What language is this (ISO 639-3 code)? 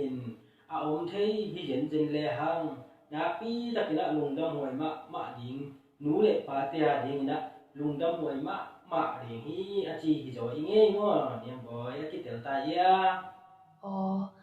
ctd